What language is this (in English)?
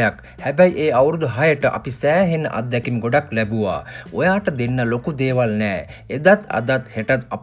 Sinhala